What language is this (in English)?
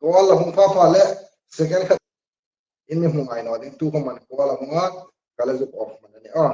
Hmar